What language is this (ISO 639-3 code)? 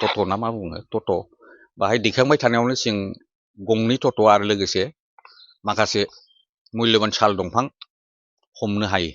brx